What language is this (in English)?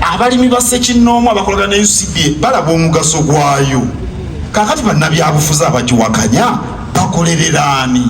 Ganda